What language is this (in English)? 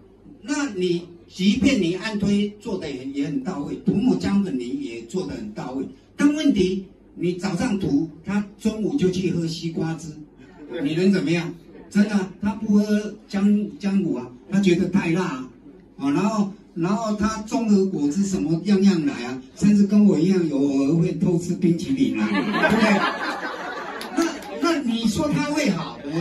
Chinese